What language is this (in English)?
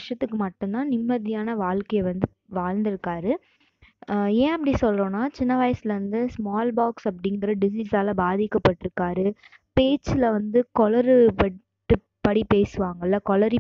Tamil